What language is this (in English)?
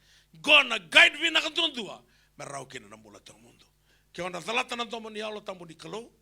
Fijian